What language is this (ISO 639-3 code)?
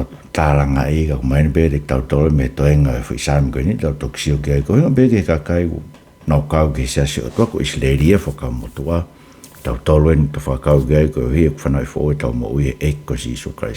ton